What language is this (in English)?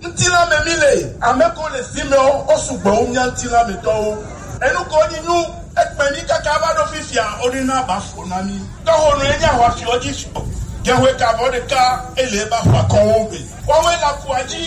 Gen